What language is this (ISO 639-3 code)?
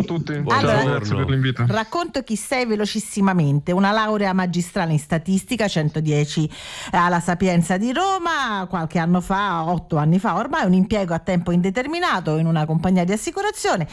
ita